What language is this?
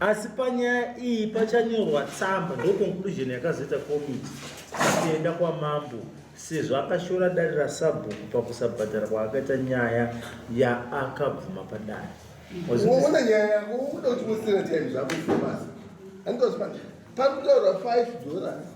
Shona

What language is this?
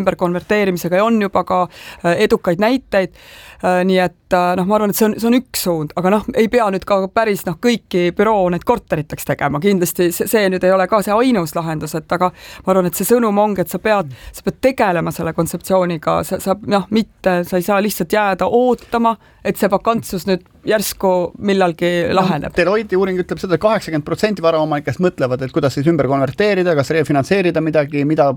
Estonian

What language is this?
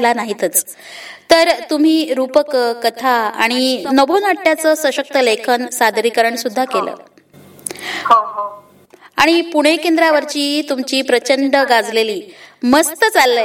Marathi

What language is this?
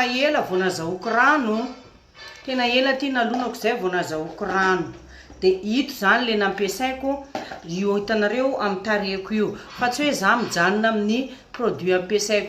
Malagasy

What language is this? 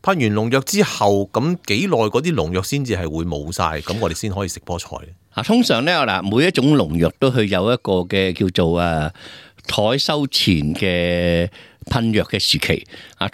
Cantonese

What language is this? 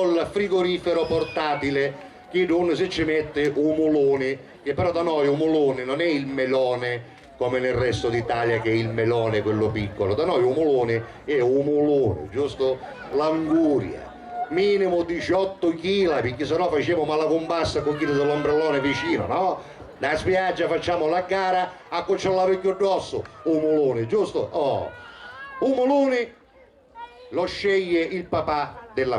Sicilian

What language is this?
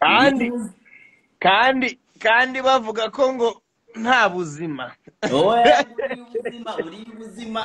Kinyarwanda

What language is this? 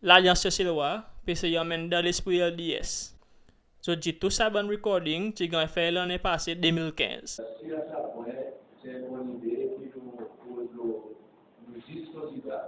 Seselwa Creole French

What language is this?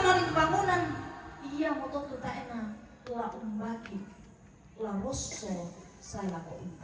Toraja-Sa'dan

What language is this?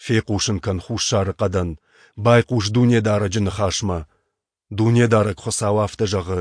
Ossetic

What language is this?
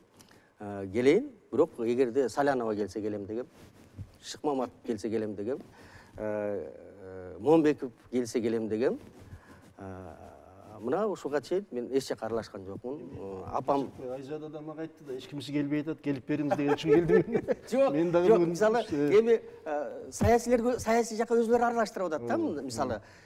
Kyrgyz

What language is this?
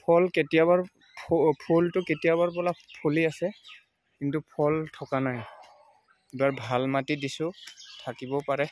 Assamese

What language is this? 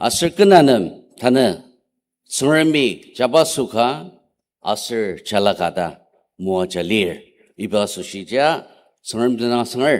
Ao Naga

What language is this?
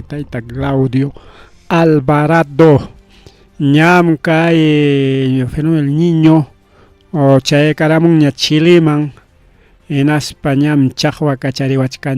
Ayacucho Quechua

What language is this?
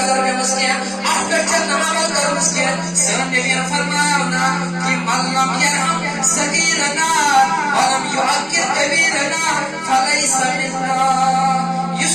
Kashmiri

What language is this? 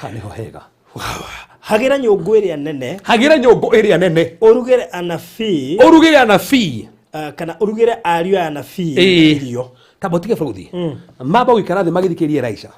Kikuyu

